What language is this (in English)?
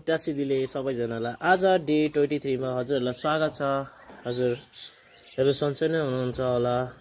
Nepali